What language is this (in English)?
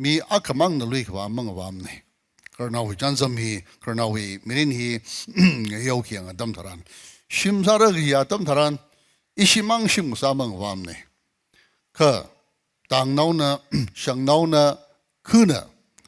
Tangkhul Naga (India)